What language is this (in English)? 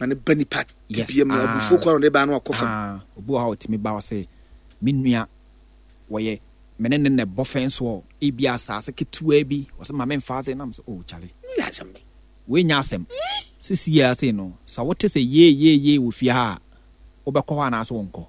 Akan